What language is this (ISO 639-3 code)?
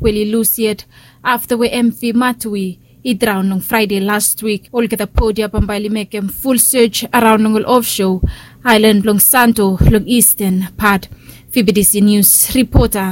bis